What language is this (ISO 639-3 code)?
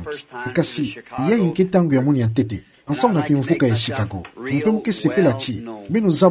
ktu